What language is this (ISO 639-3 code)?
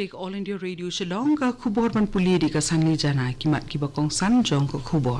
kha